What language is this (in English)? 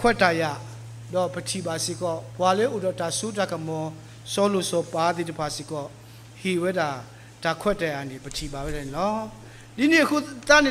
S'gaw Karen